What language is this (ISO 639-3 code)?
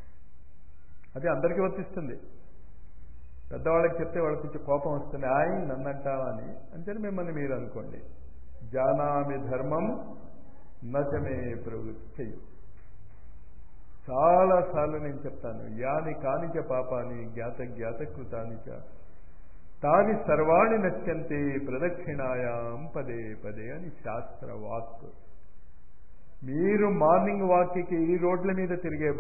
tel